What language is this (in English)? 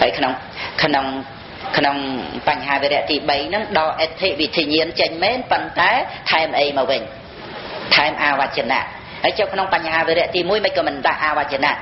Khmer